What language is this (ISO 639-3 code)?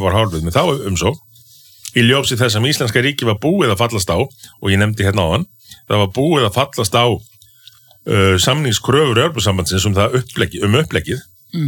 isl